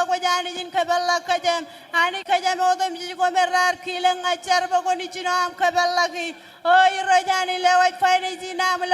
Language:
Marshallese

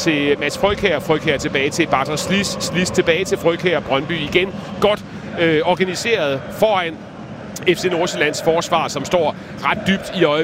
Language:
Danish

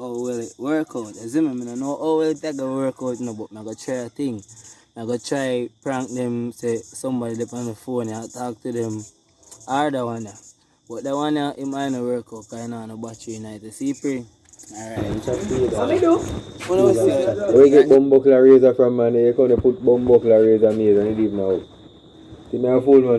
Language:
Jamaican Creole English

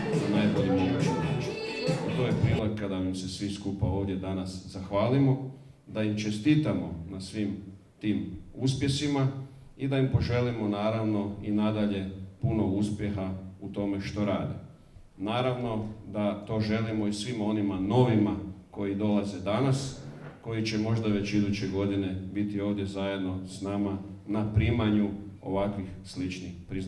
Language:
Croatian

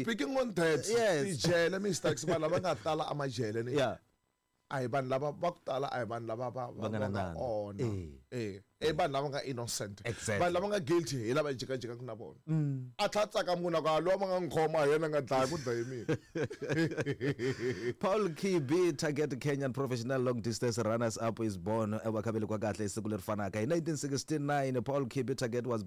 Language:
Tsonga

